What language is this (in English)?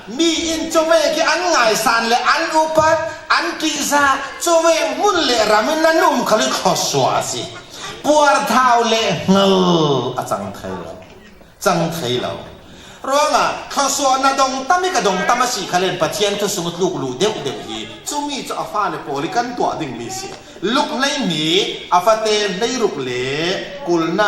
Falam Chin